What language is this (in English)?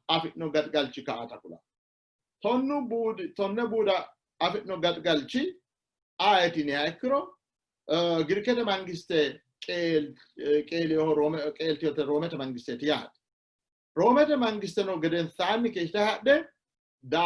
Sidamo